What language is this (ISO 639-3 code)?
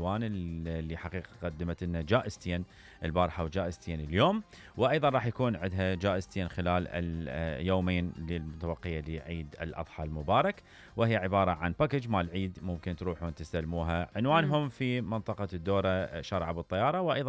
acm